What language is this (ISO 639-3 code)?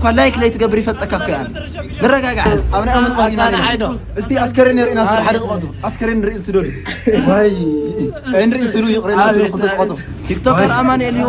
tir